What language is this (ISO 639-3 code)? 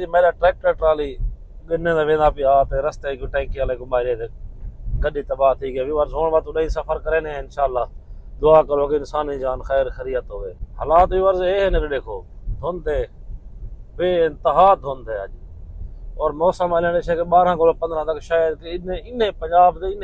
skr